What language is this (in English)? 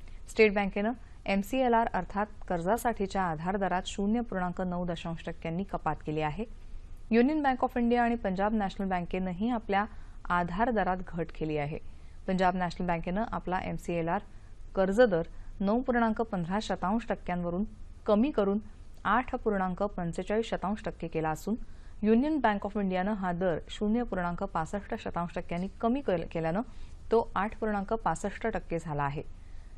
Marathi